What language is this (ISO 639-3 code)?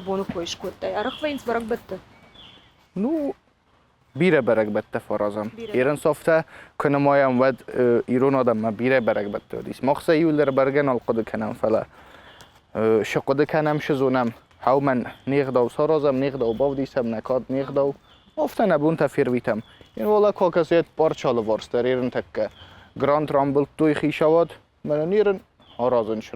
oss